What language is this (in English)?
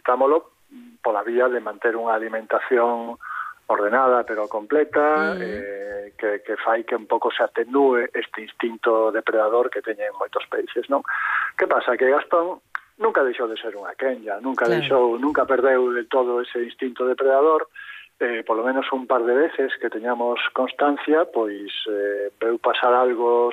Galician